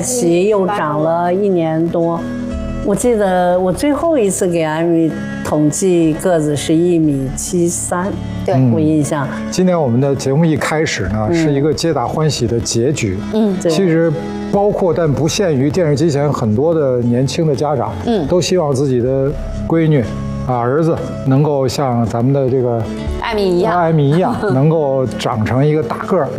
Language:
Chinese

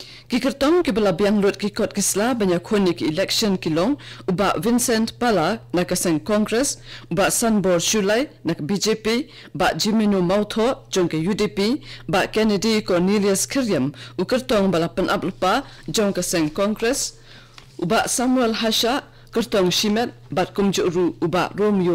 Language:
Khasi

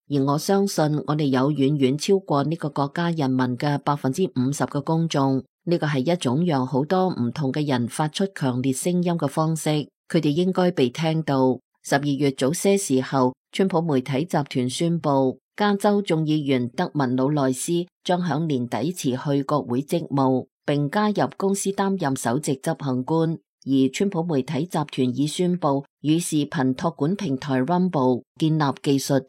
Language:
Cantonese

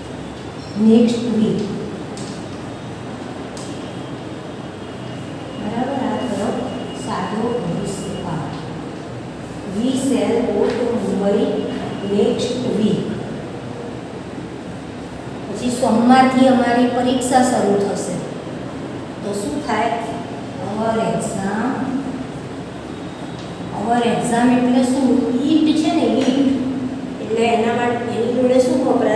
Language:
Gujarati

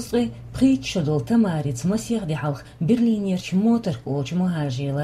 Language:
Chechen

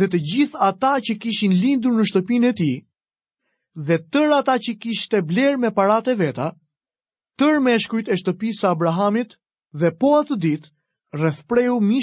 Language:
Albanian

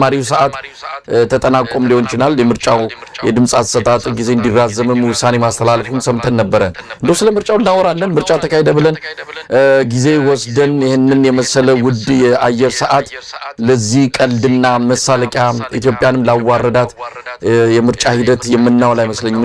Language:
Amharic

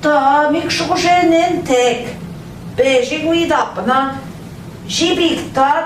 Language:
Central Ojibwa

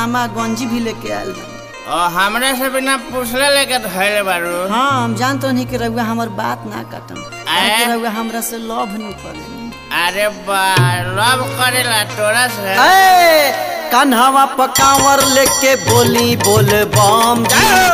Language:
Bhojpuri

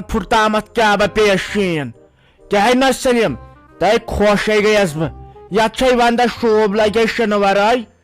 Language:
Kashmiri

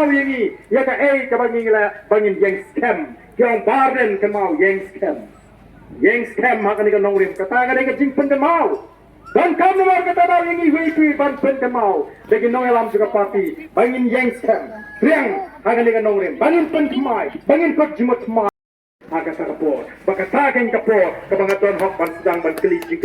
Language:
Khasi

